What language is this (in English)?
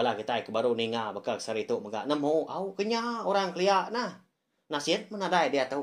Iban